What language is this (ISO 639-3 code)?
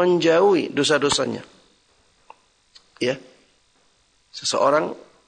ind